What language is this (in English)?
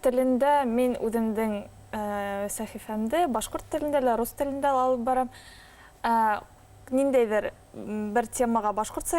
Bashkir